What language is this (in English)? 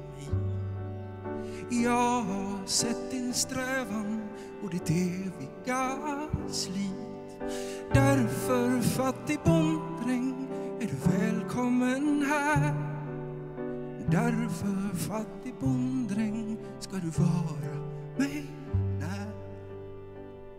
Swedish